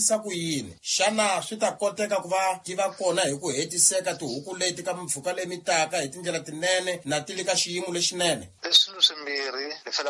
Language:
Tsonga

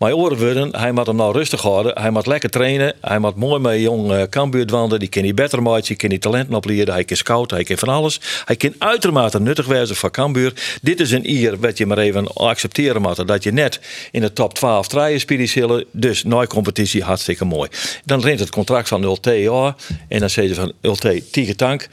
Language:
Western Frisian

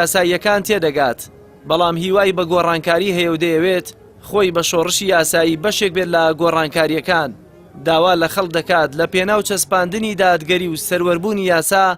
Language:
Central Kurdish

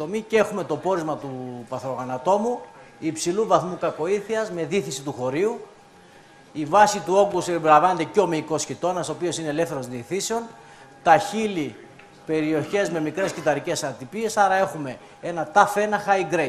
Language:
Greek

